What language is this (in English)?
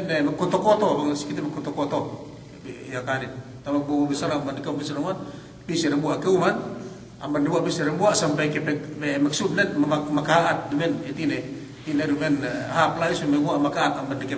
Yakan